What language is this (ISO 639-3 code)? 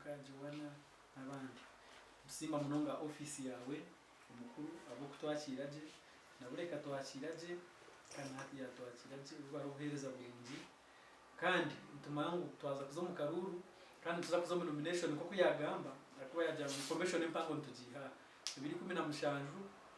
nyn